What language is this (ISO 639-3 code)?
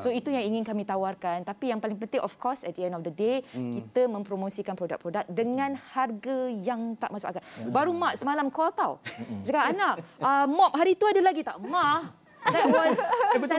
msa